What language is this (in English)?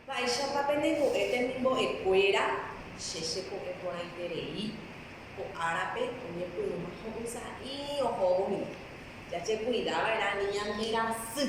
Guarani